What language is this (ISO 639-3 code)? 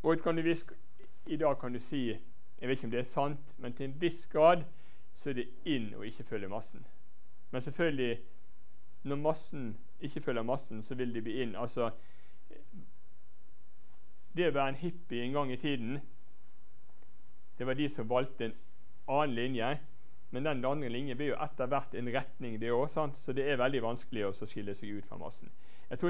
nor